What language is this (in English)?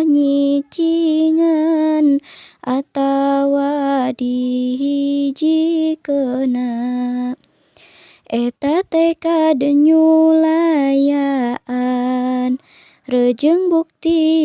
Sundanese